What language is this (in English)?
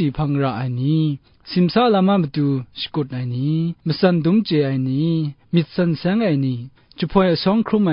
Kachin